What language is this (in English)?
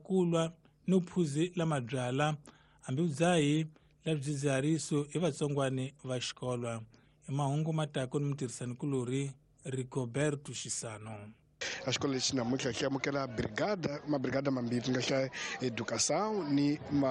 Tsonga